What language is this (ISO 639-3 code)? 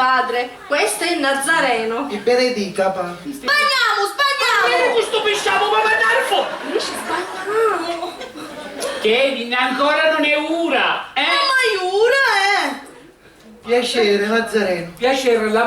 scn